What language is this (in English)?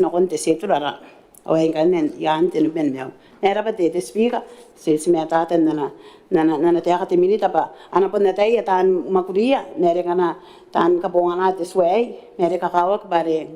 Gilbertese